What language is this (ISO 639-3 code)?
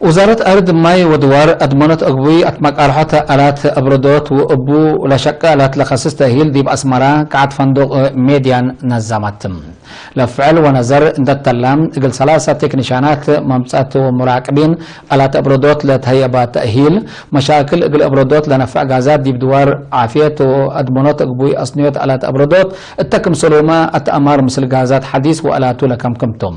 tig